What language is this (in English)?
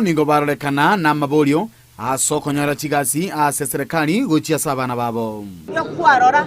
Gusii